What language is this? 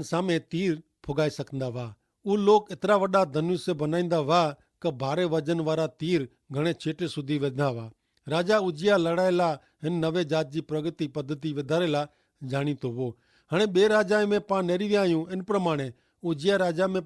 Kachhi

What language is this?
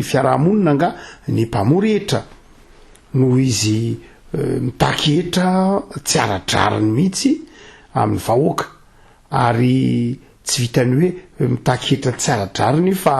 Malagasy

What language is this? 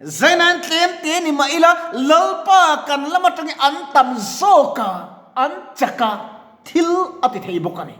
Mizo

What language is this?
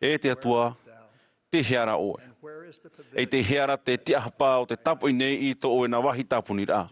Tahitian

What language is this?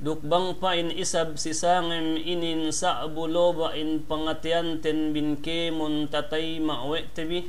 Yakan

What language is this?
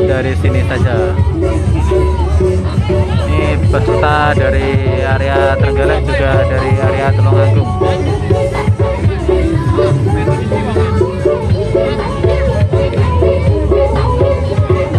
Indonesian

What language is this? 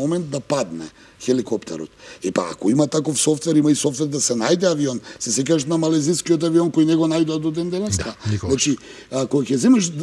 Macedonian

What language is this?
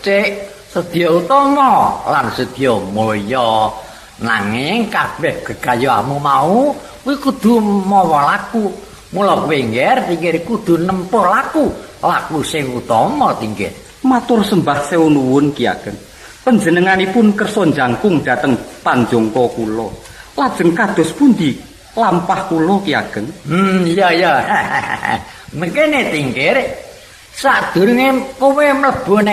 Javanese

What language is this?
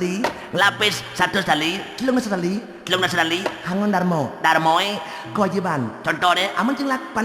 Balinese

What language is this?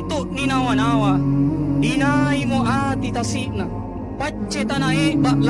Makasar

